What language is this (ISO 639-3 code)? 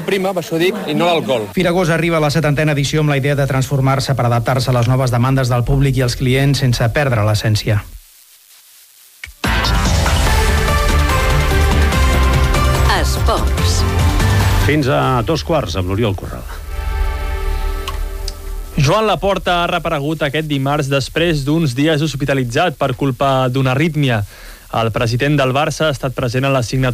cat